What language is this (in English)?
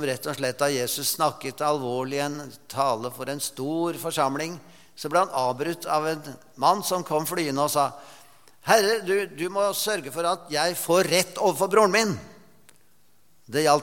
Norwegian